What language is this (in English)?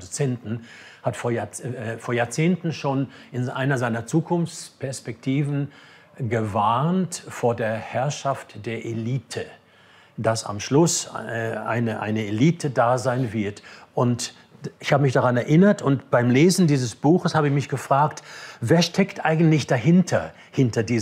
Swiss German